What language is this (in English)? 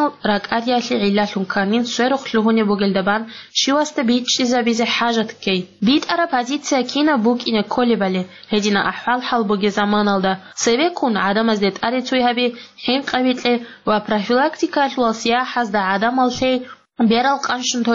Avaric